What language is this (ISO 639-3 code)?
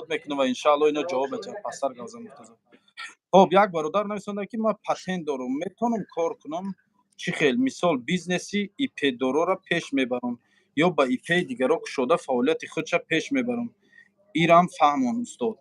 tgk